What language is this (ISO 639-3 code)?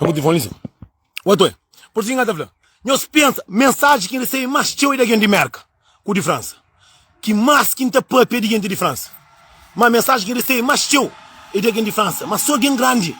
kea